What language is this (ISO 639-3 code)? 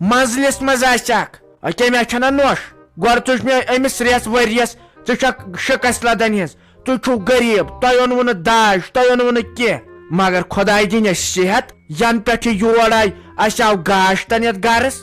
kas